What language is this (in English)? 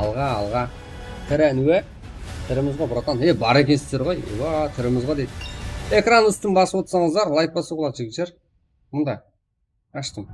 Kara-Kalpak